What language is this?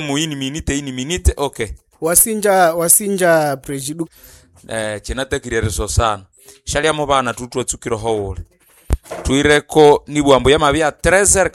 Nande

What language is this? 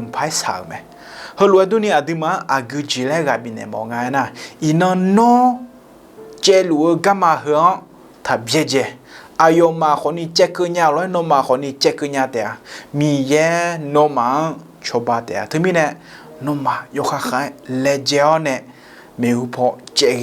Akha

